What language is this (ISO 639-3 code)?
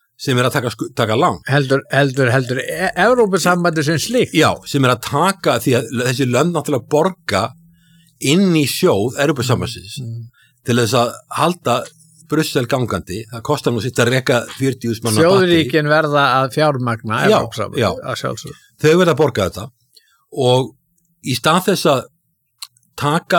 isl